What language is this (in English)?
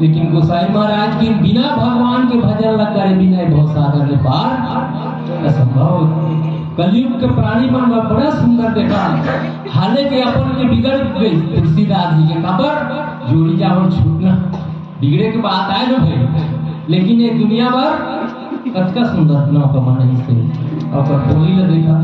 Chhattisgarhi